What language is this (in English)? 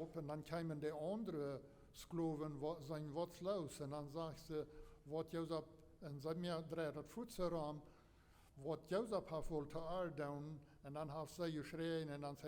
Plautdietsch